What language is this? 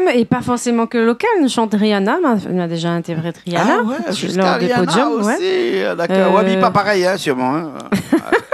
Réunion Creole French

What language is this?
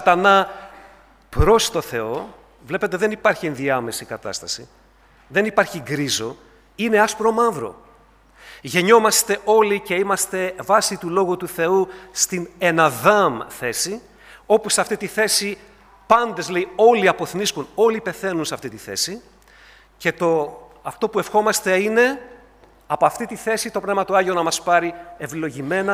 Greek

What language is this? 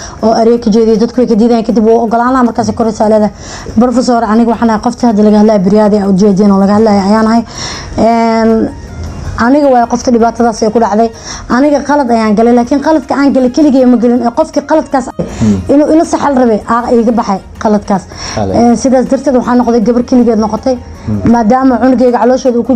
Somali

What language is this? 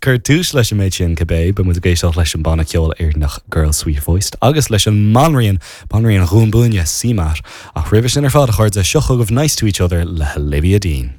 Irish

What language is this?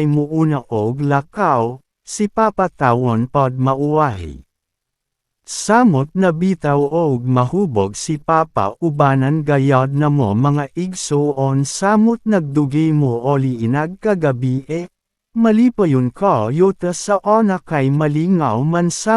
Cebuano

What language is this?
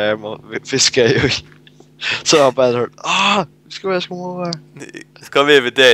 Faroese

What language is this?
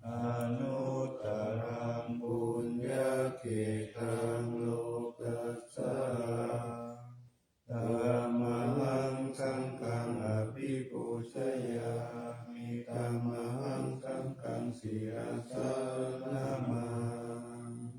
Pali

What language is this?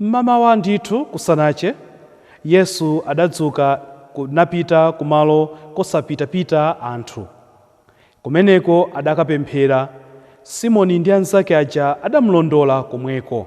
Nyanja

